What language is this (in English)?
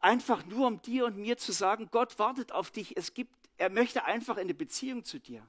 Swiss German